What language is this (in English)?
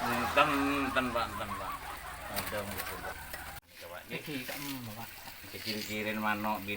Madurese